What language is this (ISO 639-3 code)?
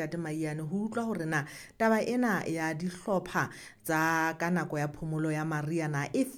sot